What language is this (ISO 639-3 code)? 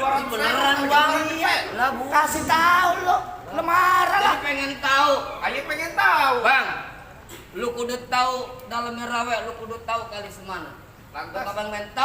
bew